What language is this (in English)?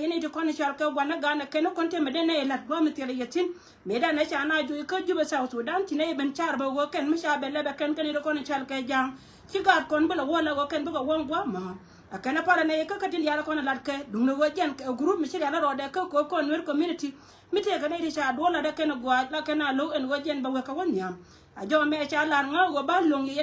Nuer